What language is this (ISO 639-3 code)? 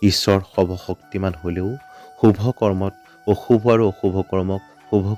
asm